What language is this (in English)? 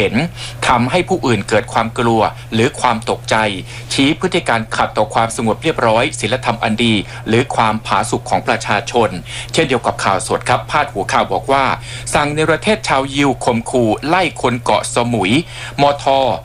Thai